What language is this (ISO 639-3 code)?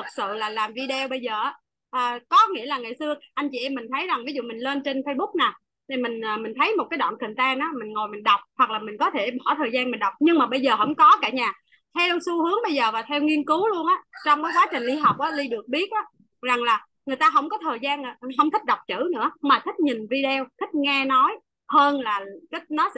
vie